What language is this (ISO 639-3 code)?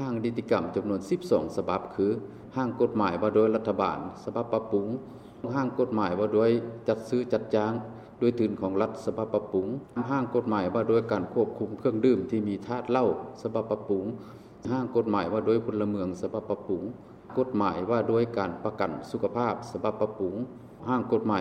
lao